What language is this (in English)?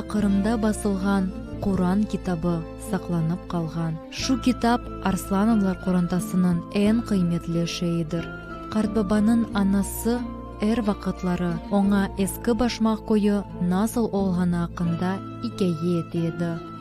Crimean Tatar